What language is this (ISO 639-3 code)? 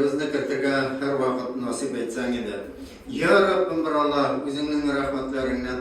tat